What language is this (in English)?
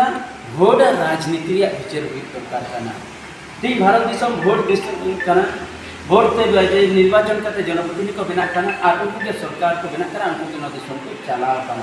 Santali